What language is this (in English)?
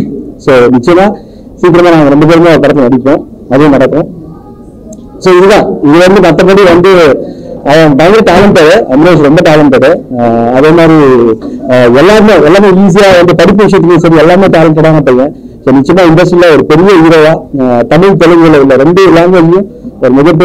Tamil